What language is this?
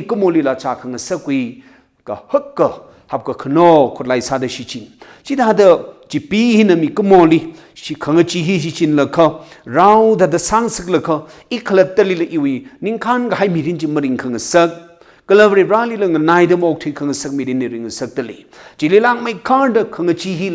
Tangkhul Naga (India)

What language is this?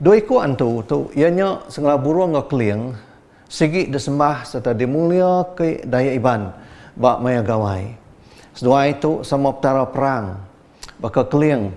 Iban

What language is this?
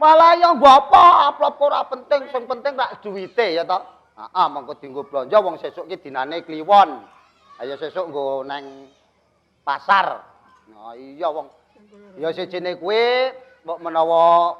Javanese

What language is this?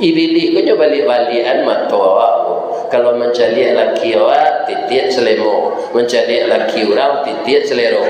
Minangkabau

